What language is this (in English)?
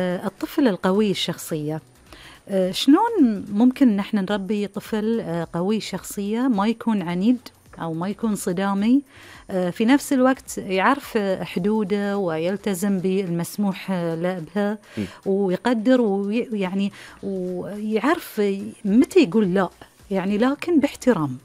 Gulf Arabic